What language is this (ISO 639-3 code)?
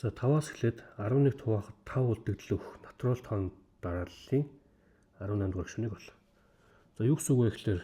mon